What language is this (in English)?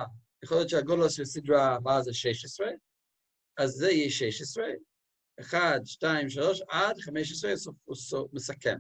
Hebrew